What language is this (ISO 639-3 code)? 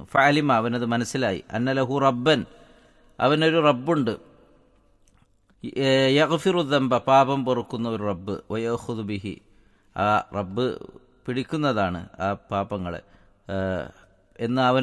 mal